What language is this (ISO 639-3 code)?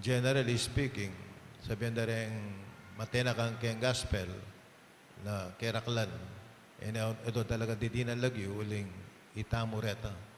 pam